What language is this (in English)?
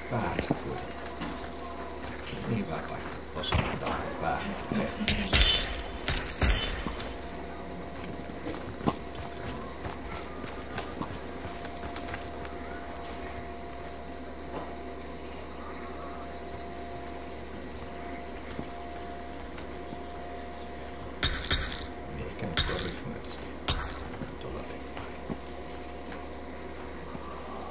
Finnish